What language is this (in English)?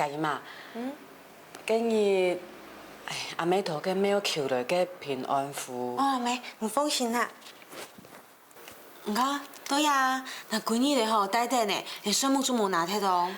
Hakka Chinese